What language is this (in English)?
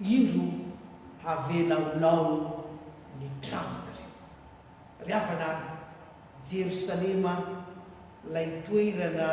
Malagasy